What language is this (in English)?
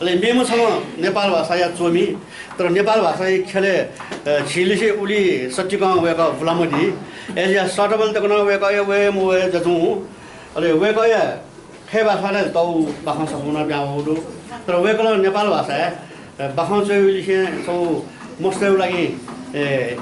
Newari